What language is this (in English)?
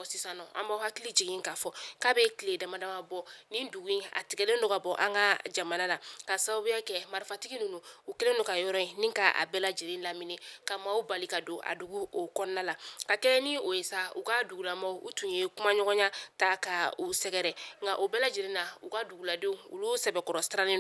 Bambara